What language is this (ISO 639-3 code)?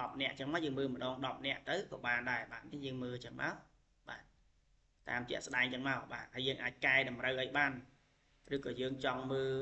khm